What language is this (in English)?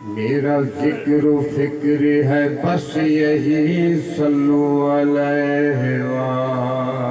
Saraiki